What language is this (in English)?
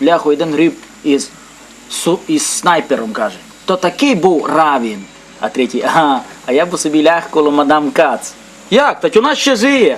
Rusyn